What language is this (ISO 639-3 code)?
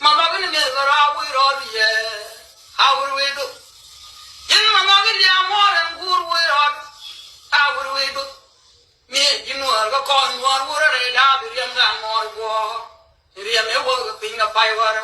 nus